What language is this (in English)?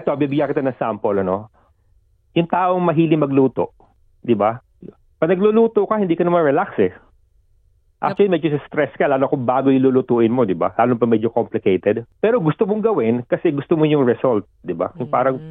Filipino